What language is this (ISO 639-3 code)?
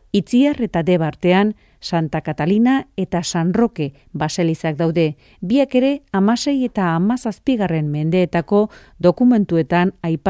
eus